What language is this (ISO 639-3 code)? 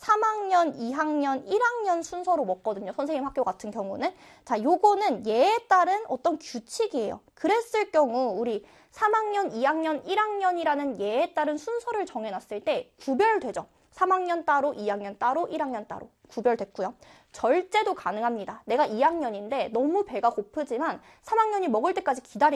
kor